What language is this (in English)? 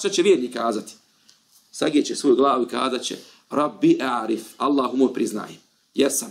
Bosnian